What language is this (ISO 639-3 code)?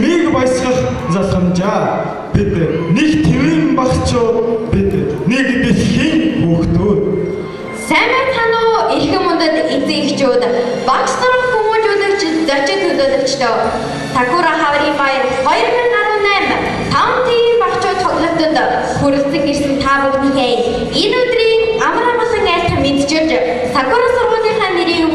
mon